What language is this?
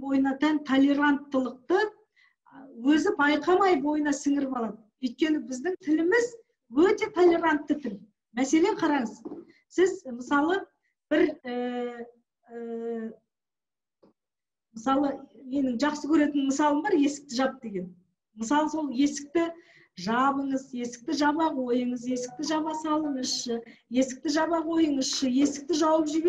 Kazakh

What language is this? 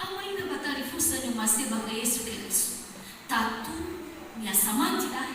Nias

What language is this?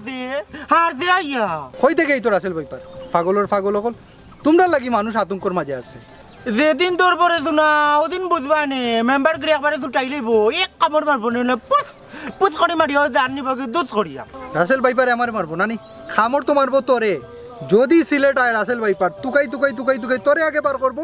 Sylheti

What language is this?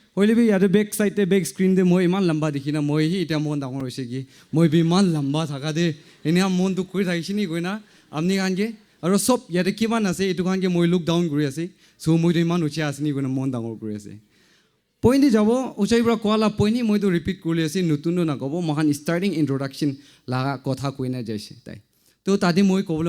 Naga Pidgin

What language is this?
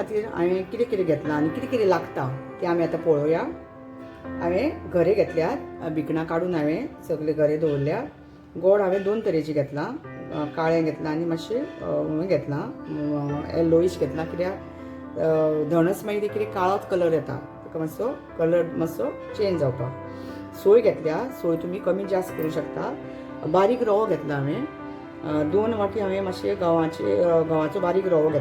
Konkani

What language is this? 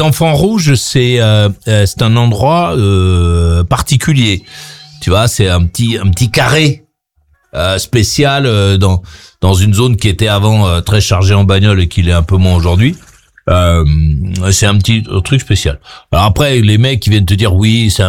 French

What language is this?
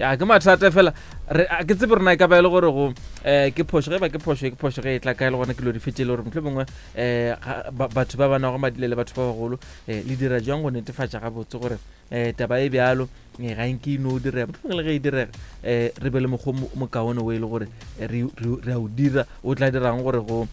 Northern Sotho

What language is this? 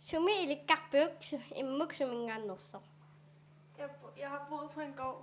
Kalaallisut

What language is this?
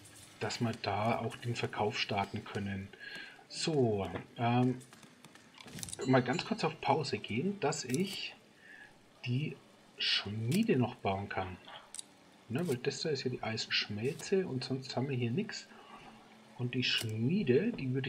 German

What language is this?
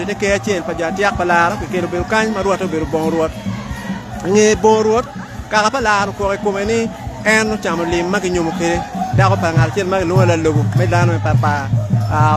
Acoli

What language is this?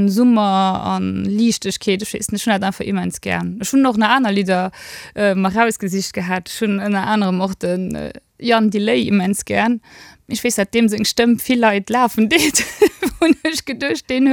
Luxembourgish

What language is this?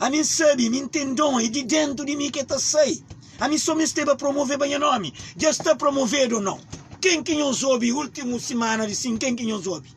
Kabuverdianu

